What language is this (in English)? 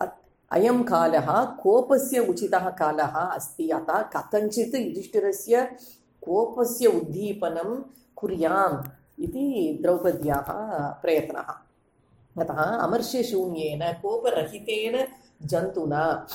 Sanskrit